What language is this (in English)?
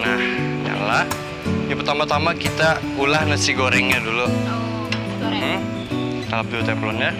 Banjar